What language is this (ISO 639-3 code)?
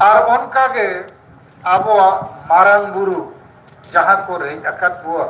sat